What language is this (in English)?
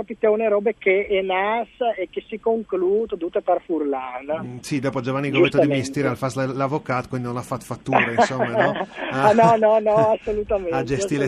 Friulian